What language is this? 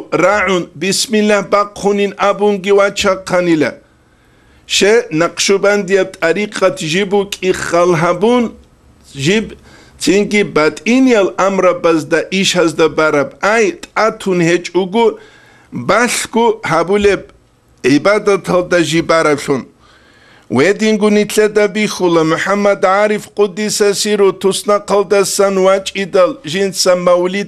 Avaric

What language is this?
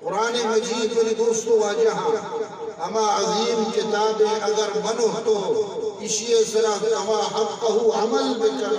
Eastern Balochi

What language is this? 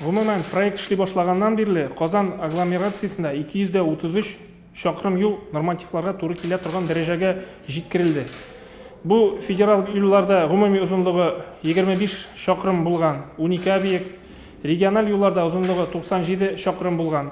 Tatar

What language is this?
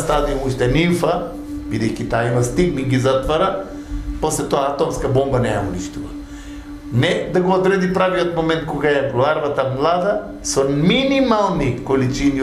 Macedonian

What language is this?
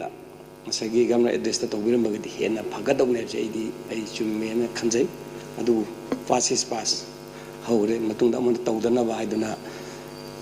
Manipuri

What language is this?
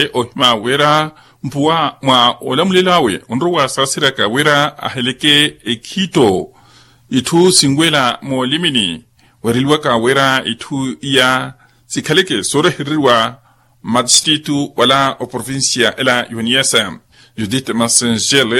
Makhuwa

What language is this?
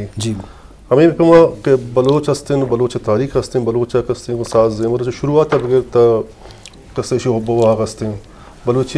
Eastern Balochi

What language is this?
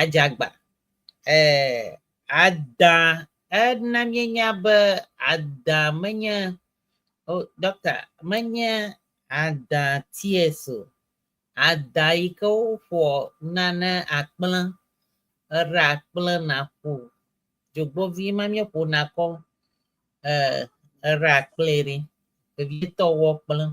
Ewe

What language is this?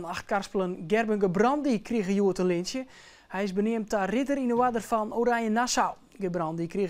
Western Frisian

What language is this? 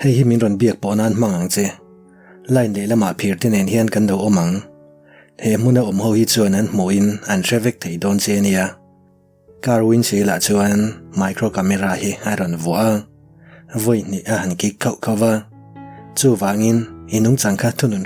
Mizo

